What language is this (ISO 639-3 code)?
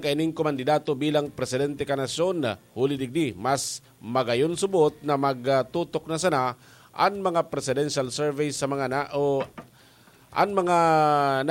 bik